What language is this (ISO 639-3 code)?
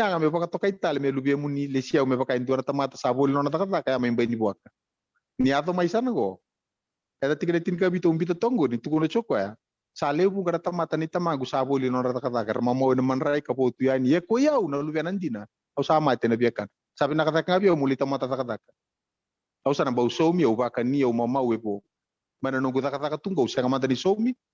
fij